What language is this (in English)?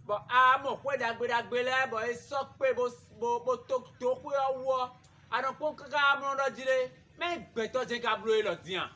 Fon